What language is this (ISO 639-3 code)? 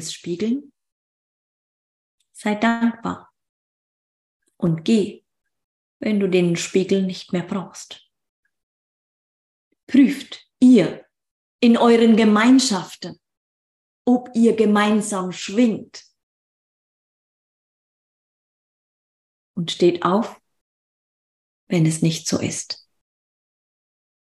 deu